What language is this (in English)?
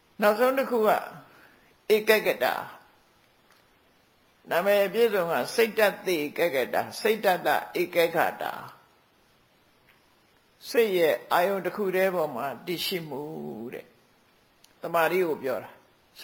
Burmese